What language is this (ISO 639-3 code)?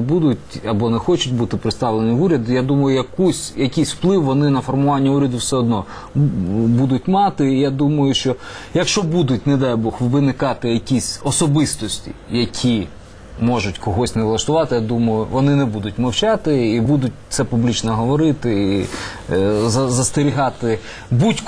ukr